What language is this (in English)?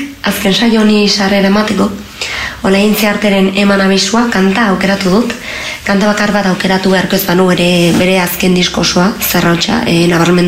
Basque